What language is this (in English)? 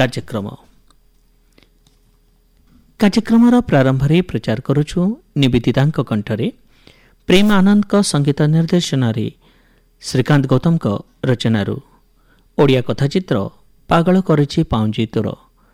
Odia